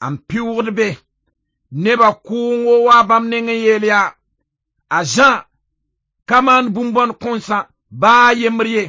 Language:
Mossi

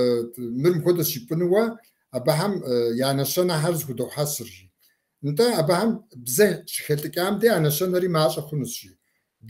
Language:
Kabardian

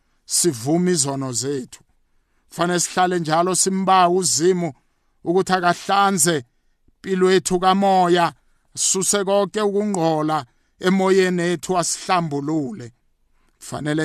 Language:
South Ndebele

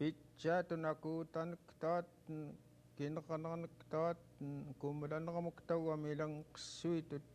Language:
Central Yupik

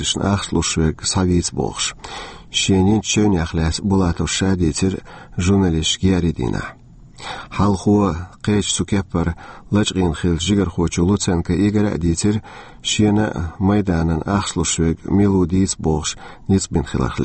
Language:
Chechen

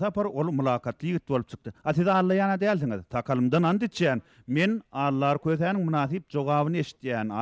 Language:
Turkmen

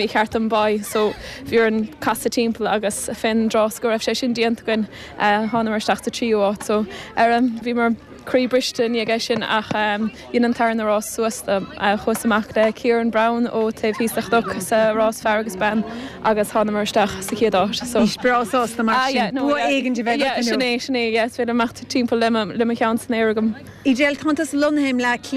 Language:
Irish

